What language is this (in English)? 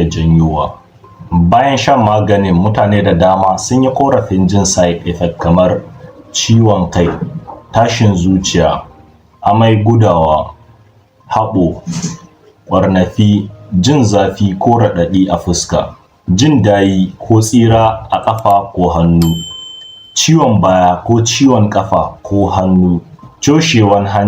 Hausa